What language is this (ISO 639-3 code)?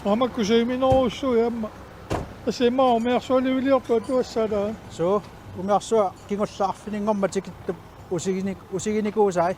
kal